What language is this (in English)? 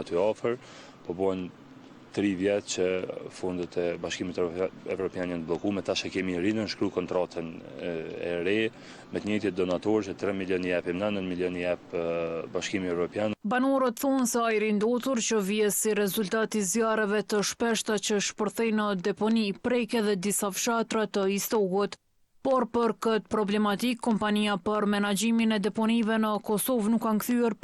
Albanian